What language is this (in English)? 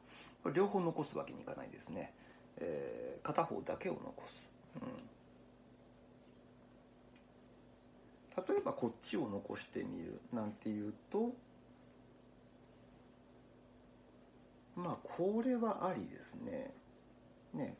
Japanese